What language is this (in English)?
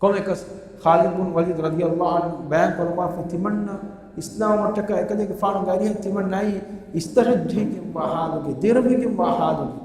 Divehi